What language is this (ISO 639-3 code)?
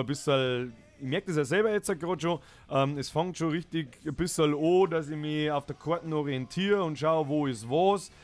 bar